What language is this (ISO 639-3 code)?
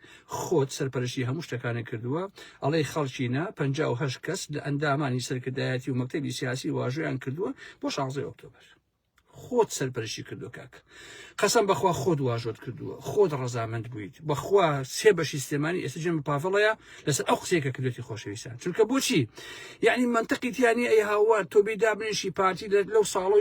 ckb